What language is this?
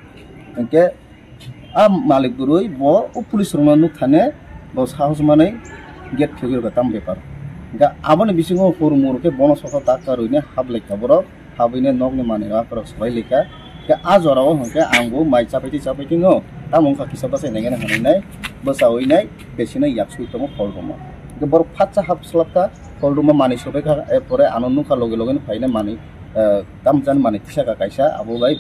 Kok Borok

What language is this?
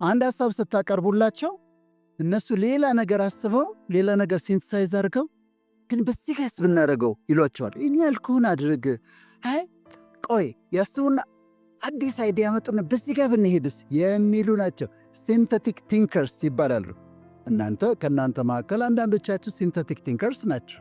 Amharic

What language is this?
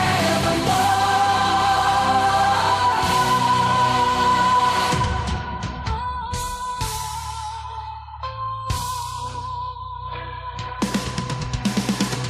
Romanian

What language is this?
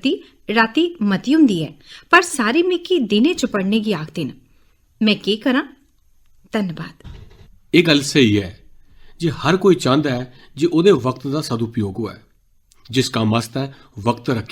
Dogri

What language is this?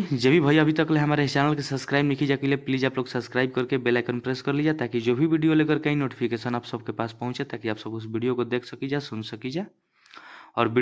Bhojpuri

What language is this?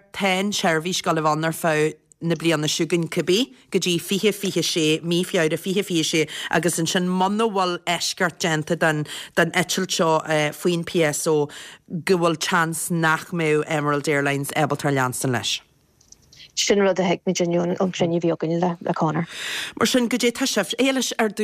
Irish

